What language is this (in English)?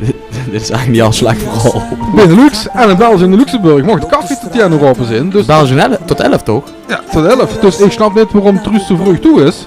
Limburgish